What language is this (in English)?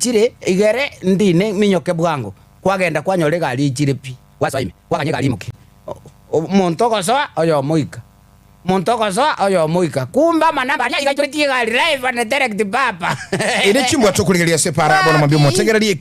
Gusii